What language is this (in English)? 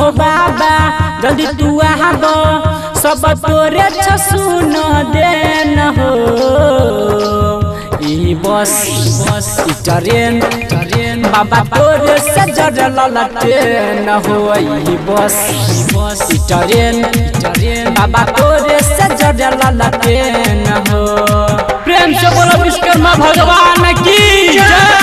Maithili